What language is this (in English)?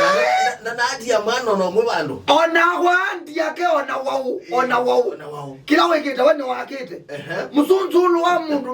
Kamba